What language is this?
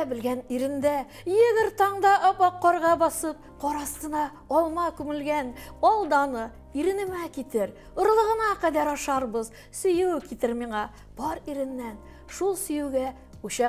Tatar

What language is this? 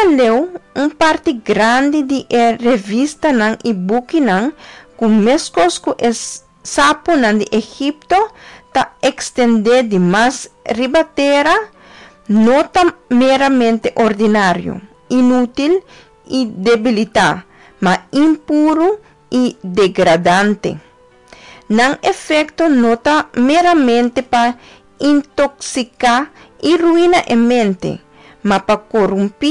Papiamento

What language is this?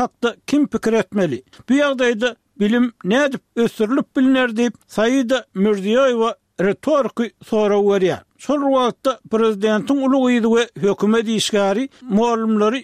Turkmen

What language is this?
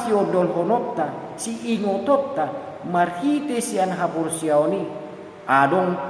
Batak Toba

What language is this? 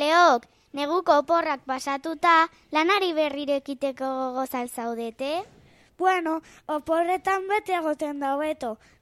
Basque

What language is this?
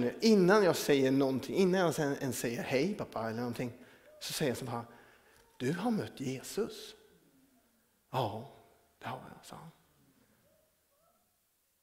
Swedish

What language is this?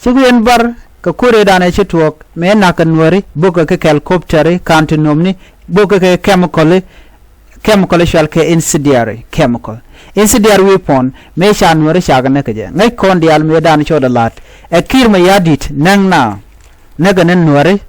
Nuer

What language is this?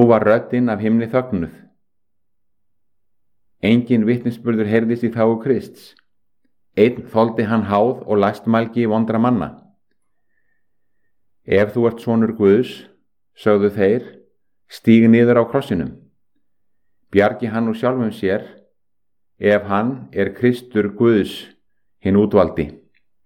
Icelandic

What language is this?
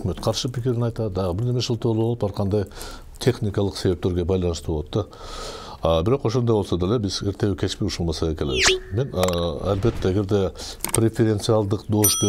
Kyrgyz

